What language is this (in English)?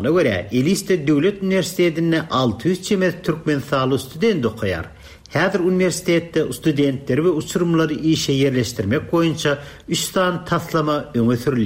Turkmen